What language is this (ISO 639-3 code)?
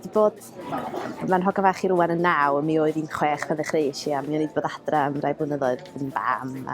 cym